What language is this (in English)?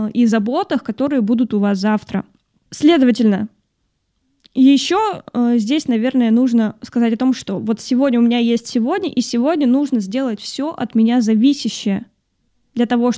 Russian